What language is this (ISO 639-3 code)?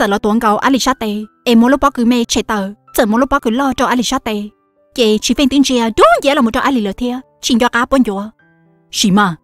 hmn